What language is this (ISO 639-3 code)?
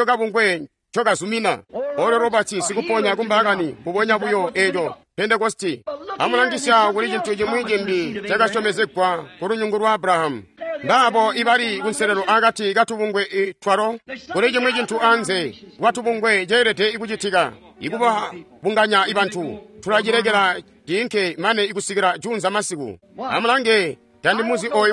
toi